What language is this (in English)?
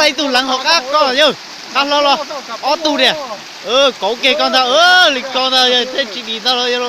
Hmong